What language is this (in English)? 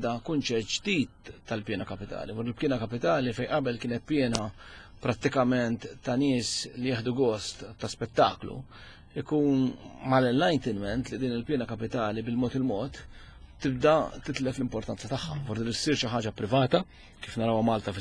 Maltese